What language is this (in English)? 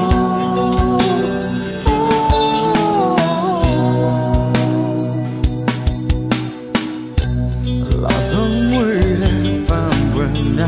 Burmese